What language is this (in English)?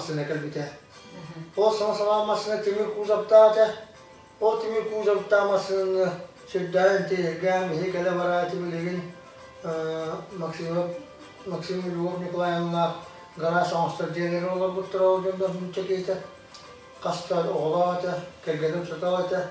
Yakut